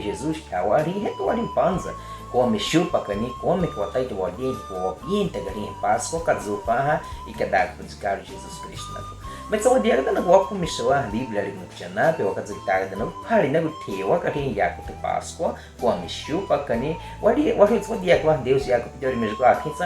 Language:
Baniwa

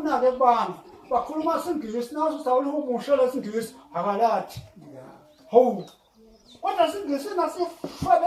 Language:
Zulu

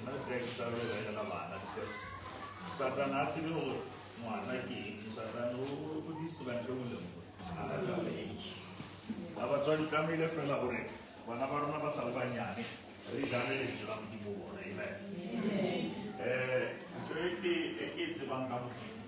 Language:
Southern Sotho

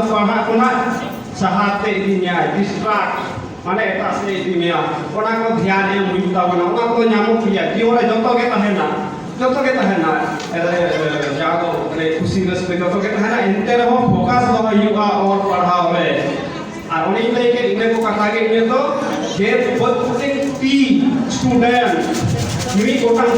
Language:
Santali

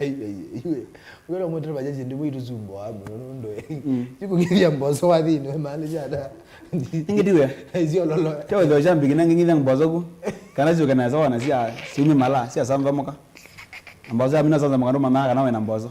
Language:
Kamba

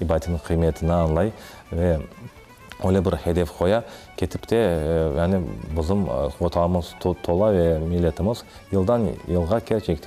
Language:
Crimean Tatar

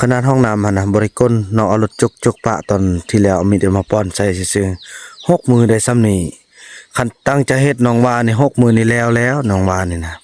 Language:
Northeastern Thai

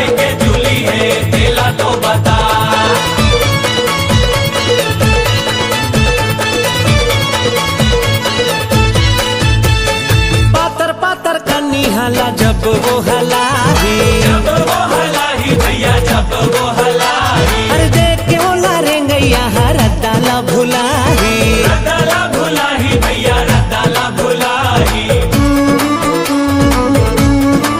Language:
Chhattisgarhi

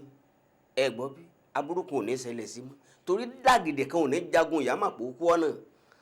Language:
Yoruba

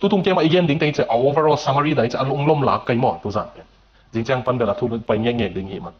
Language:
Tedim Chin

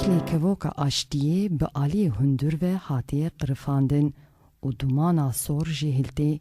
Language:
Kurdish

